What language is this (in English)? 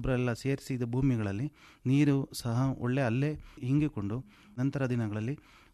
Kannada